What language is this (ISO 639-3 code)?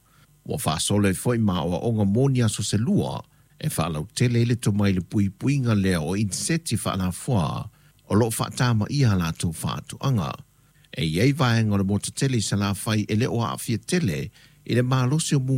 smo